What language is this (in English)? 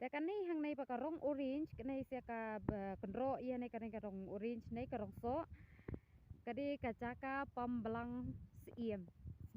Khasi